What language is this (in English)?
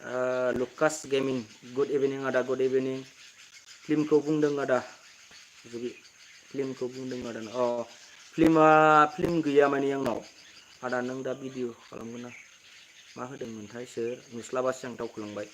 Bodo